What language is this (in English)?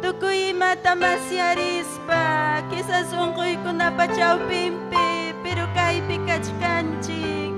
Ayacucho Quechua